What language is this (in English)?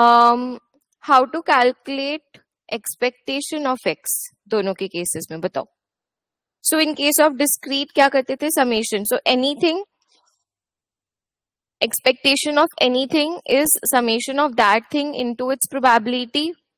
Hindi